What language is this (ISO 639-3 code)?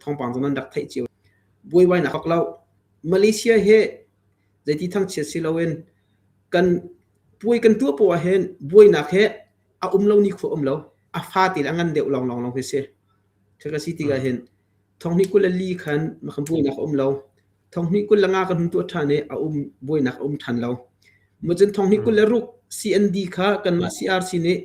cnh